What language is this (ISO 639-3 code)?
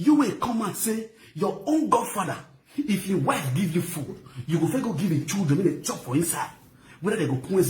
pcm